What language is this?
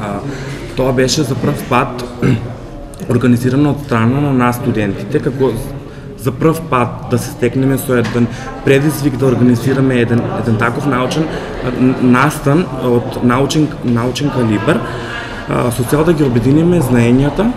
Macedonian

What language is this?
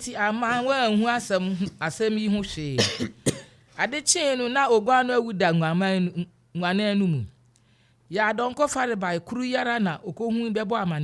Akan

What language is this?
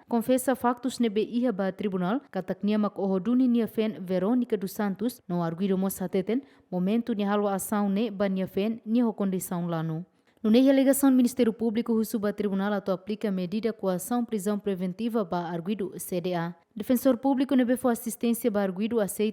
Tetum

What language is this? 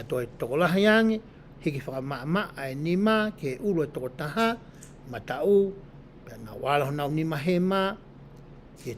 Tongan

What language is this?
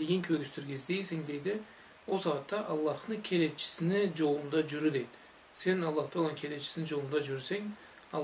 Karachay-Balkar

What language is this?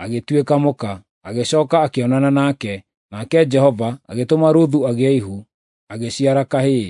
Kikuyu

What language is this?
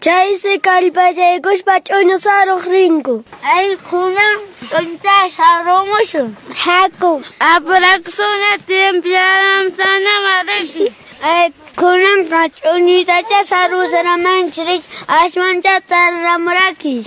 Quechua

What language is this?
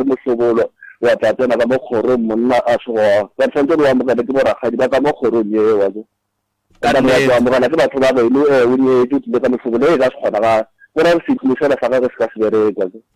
Northern Sotho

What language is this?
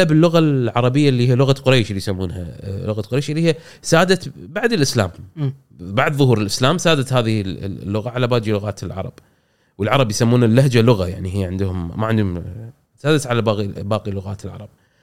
Gulf Arabic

